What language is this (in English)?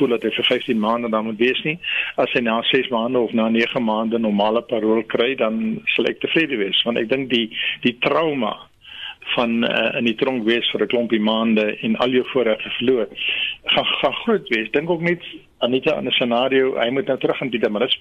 Afrikaans